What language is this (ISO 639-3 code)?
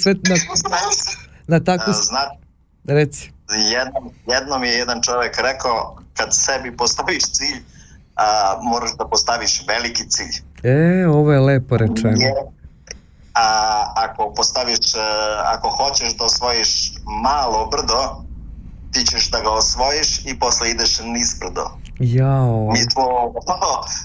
srp